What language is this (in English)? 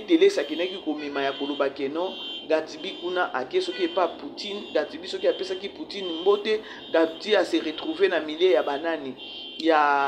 Lingala